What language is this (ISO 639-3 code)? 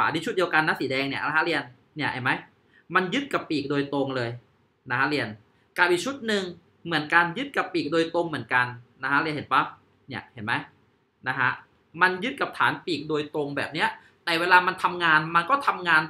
tha